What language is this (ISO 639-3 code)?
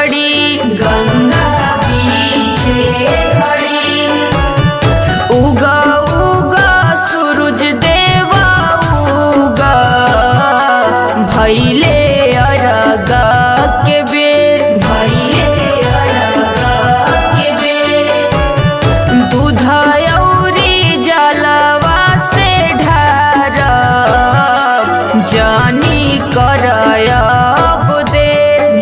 bho